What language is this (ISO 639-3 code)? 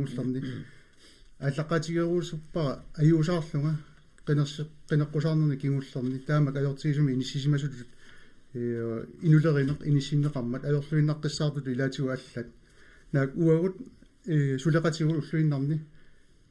kal